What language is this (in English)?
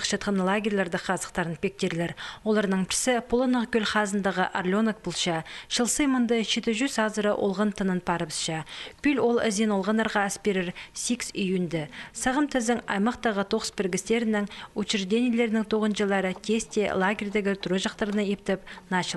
Khakas